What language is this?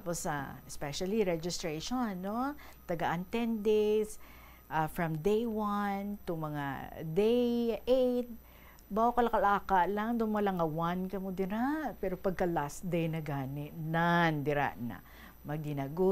Hiligaynon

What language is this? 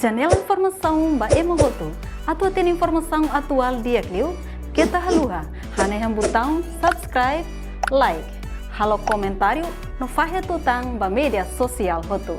Tetum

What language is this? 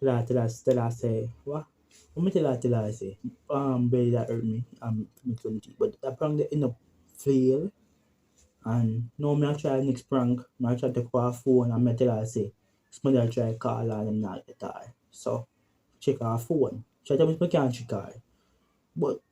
Jamaican Creole English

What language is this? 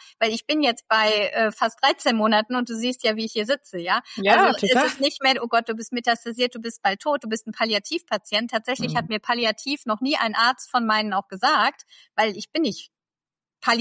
German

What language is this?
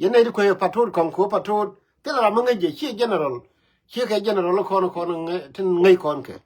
Nuer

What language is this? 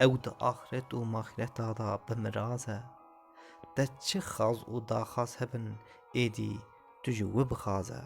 Kurdish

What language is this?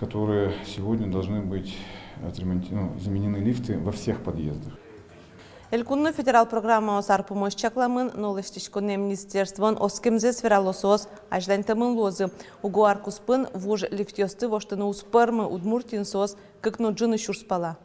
Udmurt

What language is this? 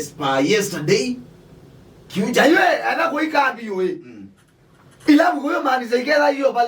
Kamba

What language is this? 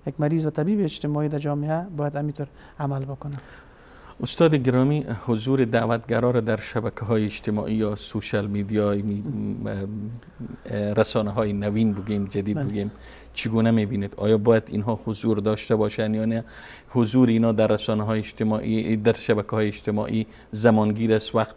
Persian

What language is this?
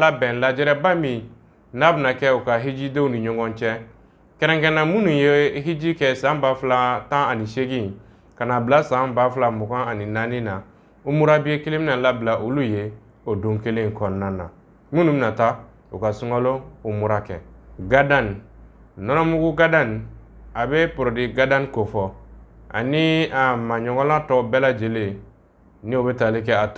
Bambara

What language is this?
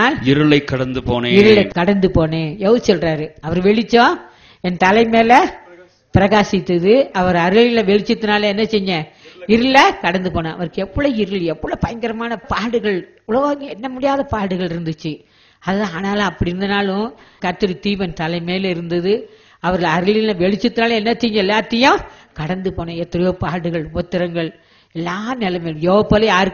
Tamil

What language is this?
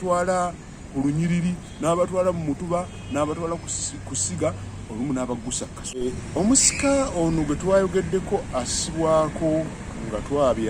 Ganda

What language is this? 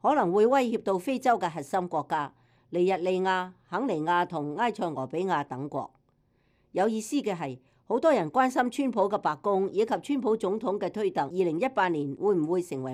Cantonese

